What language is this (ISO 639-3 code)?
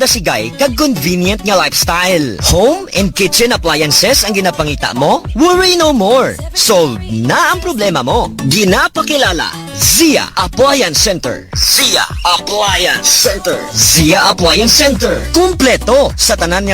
hil